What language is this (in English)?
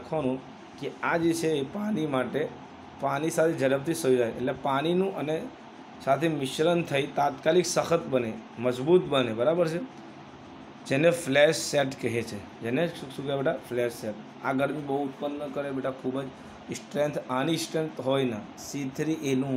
Gujarati